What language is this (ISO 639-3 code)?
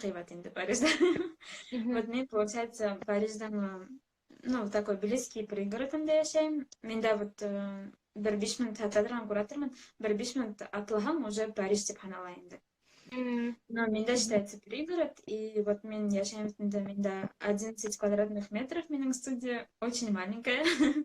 bak